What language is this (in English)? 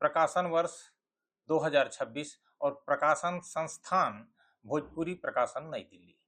Bhojpuri